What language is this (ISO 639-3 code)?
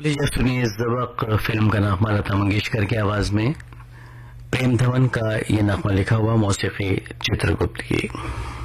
hin